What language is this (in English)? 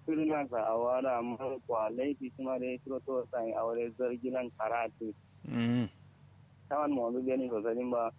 Kanuri